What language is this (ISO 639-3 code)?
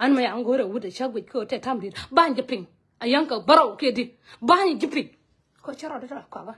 nus